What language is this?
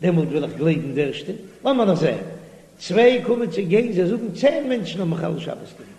Yiddish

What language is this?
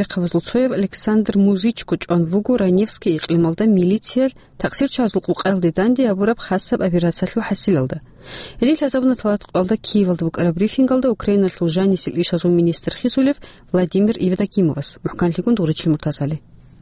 Avaric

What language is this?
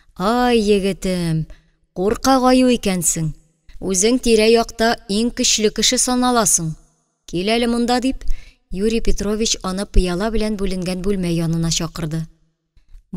Tatar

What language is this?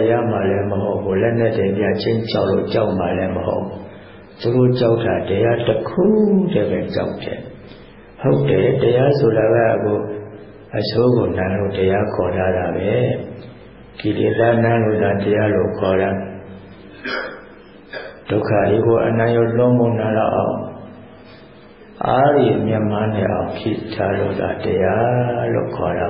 Burmese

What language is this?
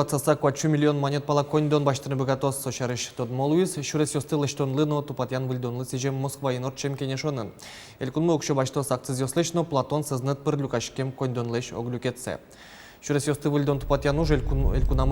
Udmurt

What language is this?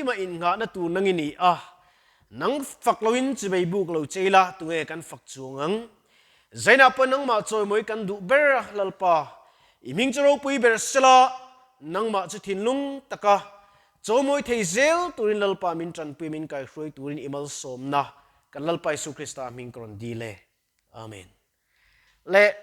Mizo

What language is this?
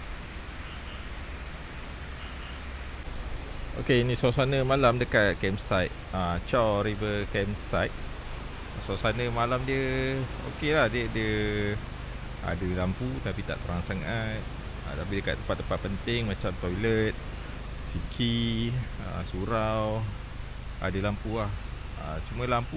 Malay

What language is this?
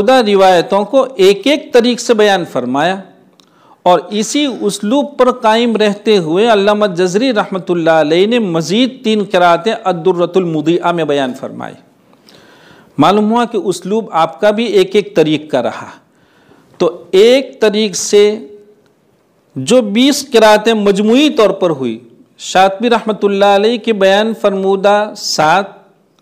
Urdu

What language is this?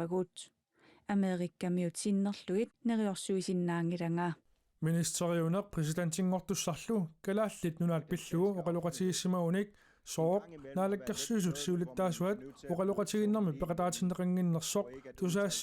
Kalaallisut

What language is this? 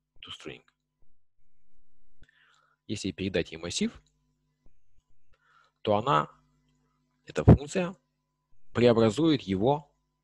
Russian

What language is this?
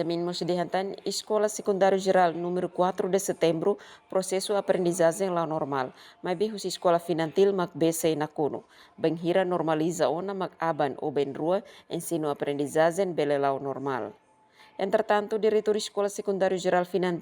Tetum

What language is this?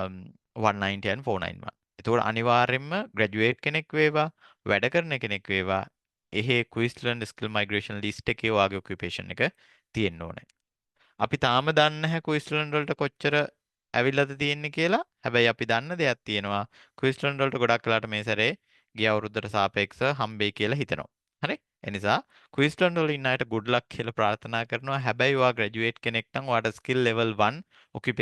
Sinhala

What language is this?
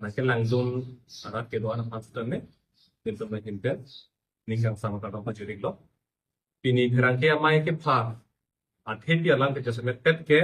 Karbi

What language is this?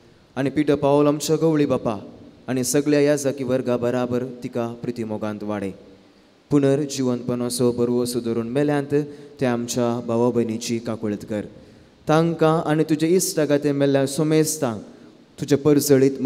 Konkani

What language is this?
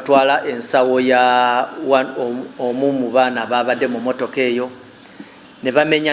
Nyankole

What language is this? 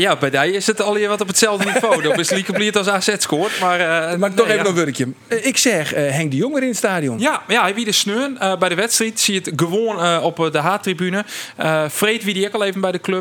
Western Frisian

